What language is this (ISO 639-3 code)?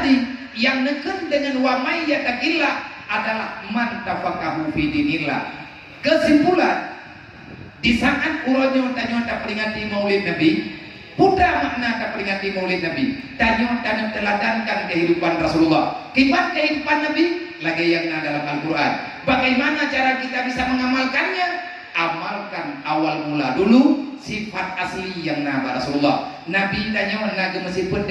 ace